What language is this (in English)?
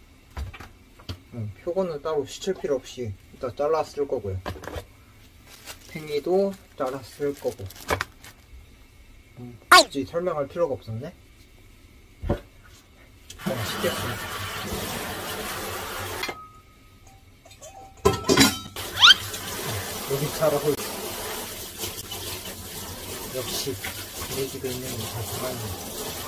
Korean